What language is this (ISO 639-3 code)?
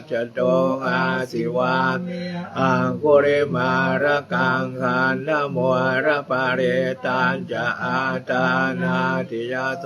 pli